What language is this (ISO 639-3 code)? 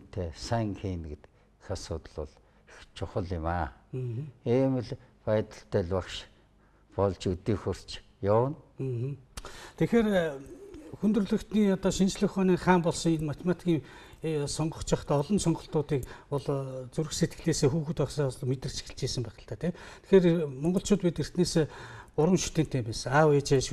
mon